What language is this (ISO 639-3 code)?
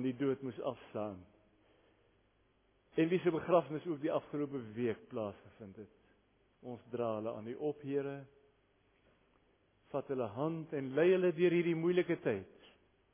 afr